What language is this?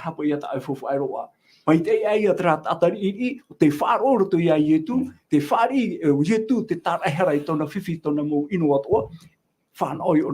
Tahitian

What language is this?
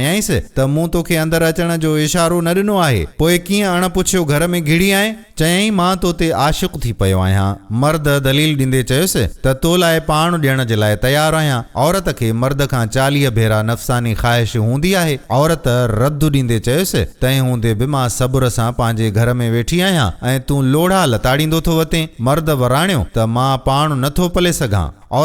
Sindhi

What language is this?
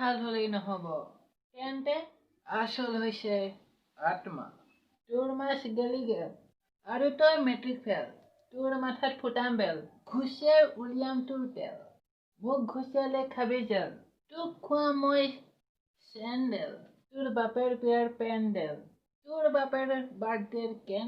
Assamese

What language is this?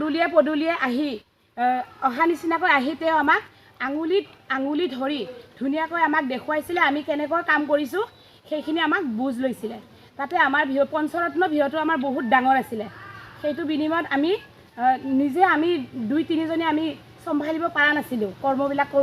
Assamese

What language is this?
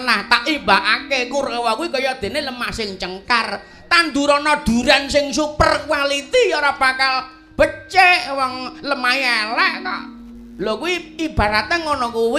Javanese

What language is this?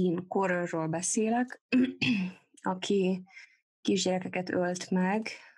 Hungarian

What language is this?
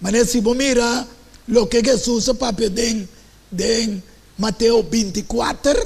Papiamento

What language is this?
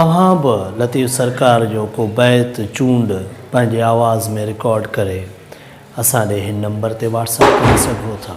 Sindhi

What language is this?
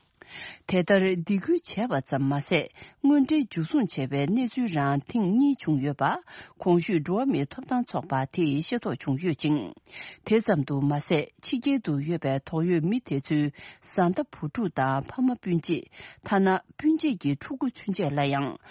Tibetan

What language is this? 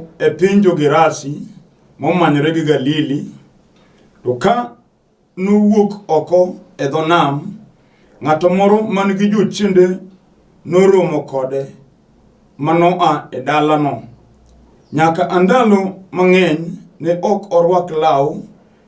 Luo (Kenya and Tanzania)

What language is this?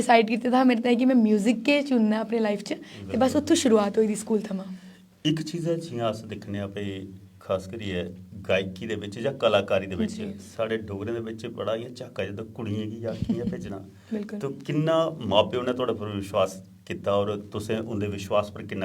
Dogri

